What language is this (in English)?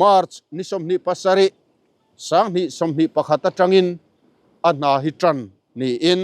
Mizo